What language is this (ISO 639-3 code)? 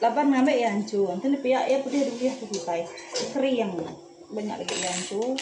iba